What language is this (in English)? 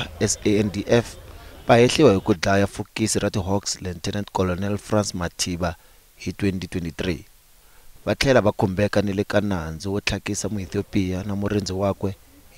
Tsonga